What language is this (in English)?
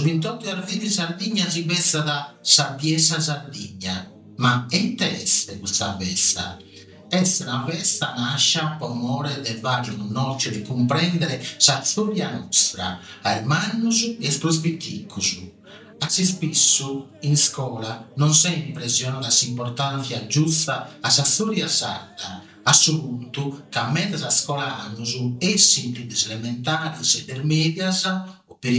Sardinian